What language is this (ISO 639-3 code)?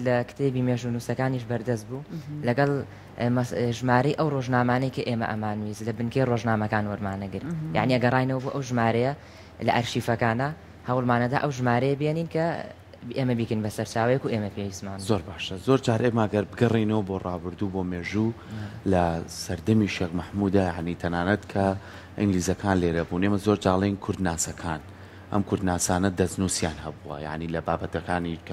ckb